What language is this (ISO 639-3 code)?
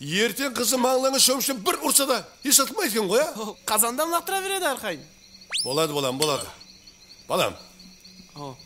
kaa